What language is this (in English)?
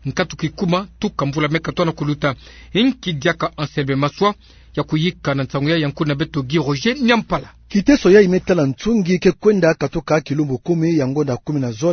Kituba (Democratic Republic of Congo)